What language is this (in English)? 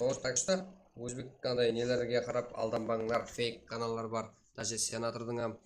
Kara-Kalpak